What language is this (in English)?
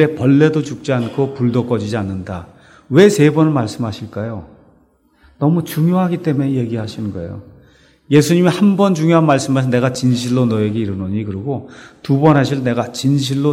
Korean